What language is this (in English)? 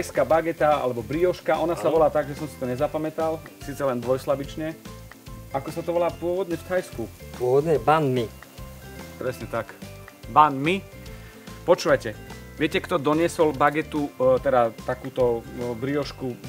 Slovak